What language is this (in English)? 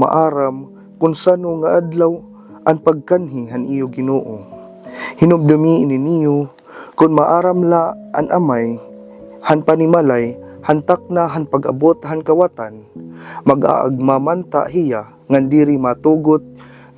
Waray